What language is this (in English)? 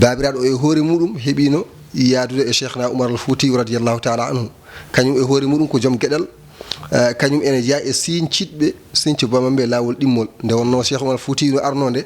Fula